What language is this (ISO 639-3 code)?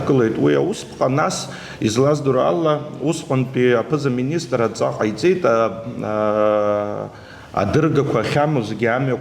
abk